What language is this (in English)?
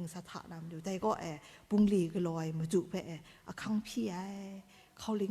Kachin